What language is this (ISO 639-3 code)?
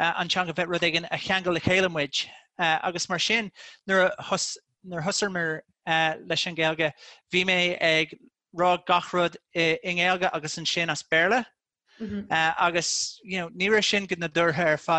gle